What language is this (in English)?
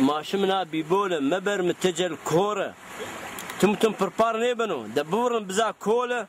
Zaza